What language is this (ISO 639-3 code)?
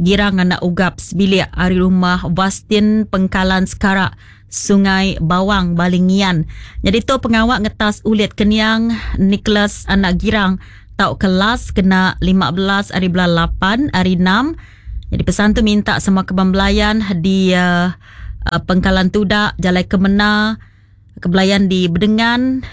iba